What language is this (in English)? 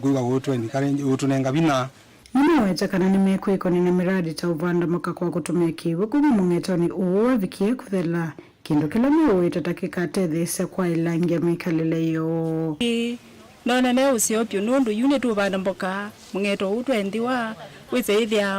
Kamba